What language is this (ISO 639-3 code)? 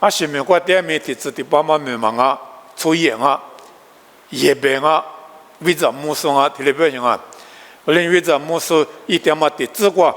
lis